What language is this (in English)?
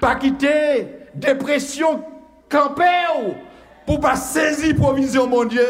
Haitian Creole